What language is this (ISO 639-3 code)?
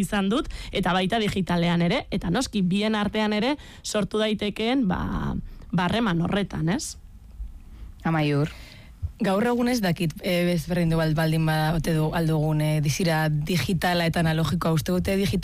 eus